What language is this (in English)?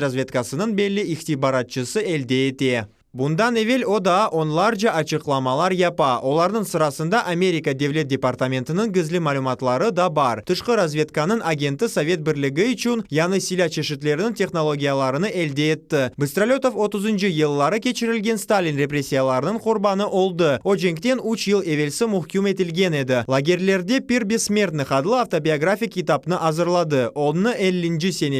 Crimean Tatar